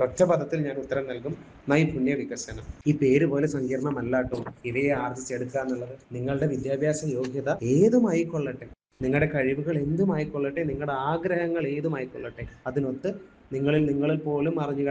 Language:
Malayalam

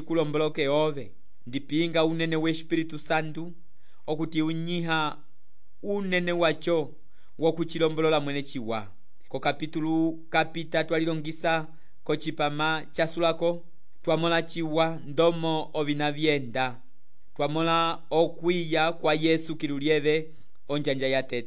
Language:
Umbundu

